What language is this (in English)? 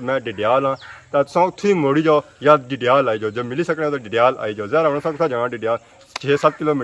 Pahari-Potwari